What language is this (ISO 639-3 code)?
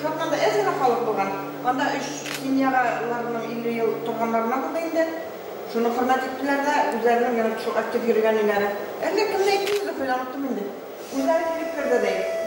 bak